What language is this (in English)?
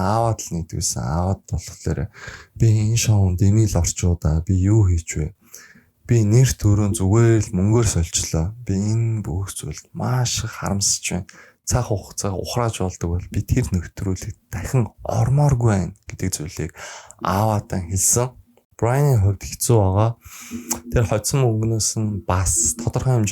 Mongolian